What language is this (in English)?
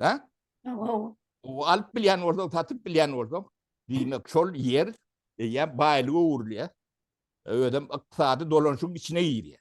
Turkmen